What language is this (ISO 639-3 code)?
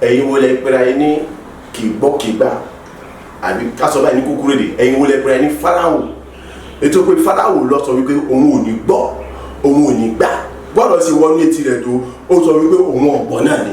yor